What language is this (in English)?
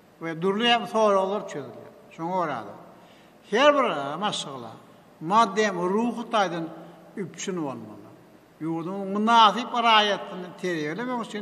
Turkmen